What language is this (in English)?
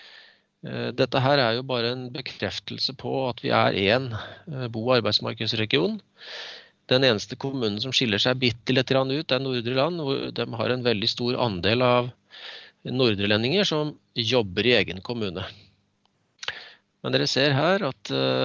Norwegian